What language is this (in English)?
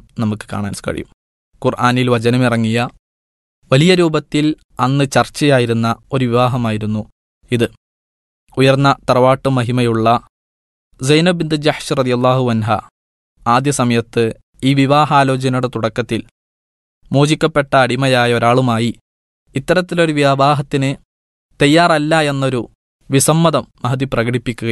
Malayalam